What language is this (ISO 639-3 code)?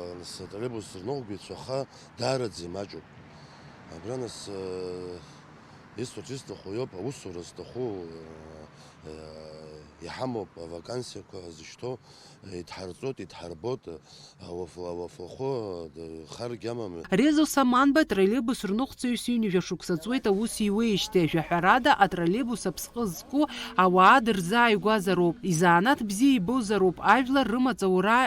abk